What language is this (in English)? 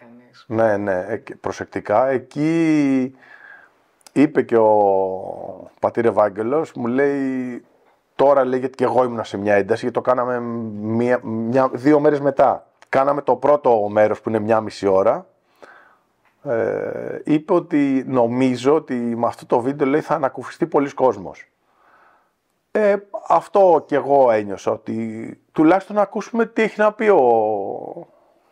Greek